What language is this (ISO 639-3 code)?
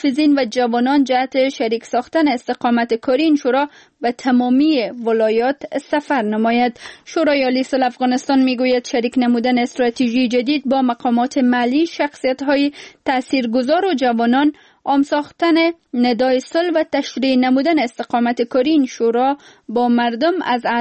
fas